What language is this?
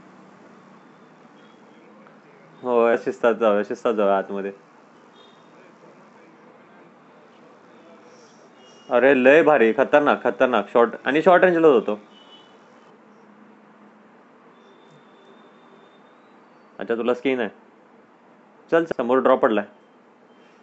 Marathi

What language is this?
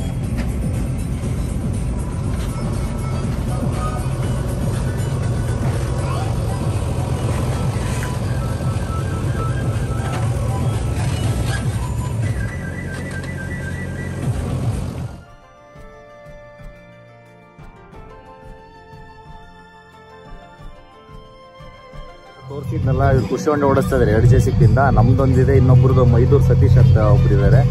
Kannada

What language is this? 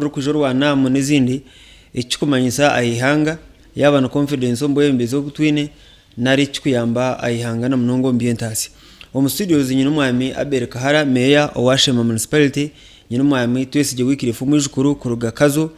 Nyankole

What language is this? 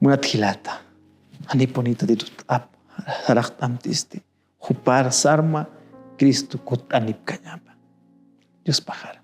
Aymara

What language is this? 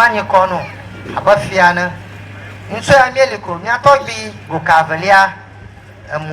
Ewe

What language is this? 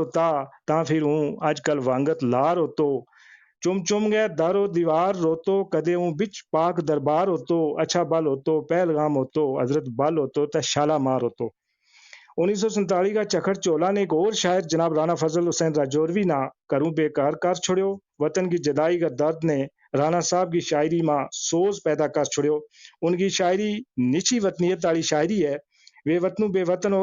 Gujari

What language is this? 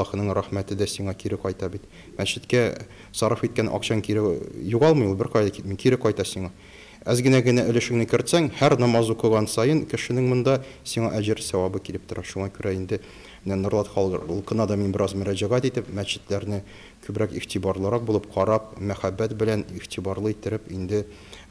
Tatar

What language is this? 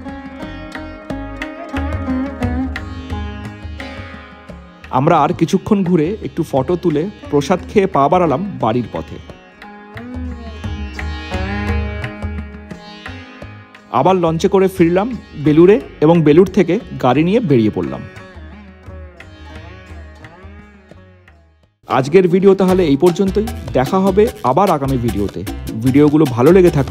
Bangla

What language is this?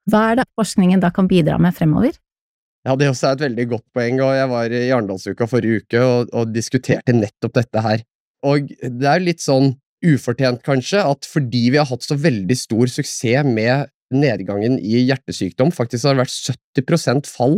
Norwegian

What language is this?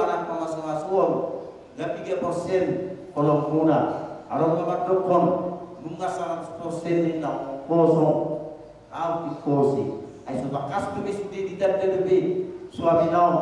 Batak Toba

